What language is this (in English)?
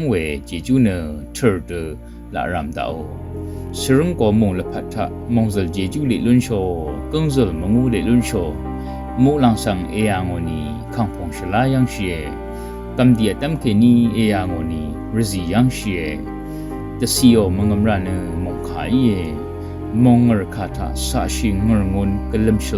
Rawang